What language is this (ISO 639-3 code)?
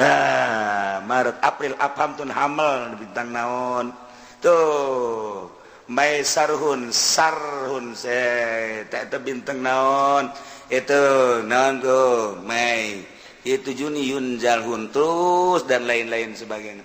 sun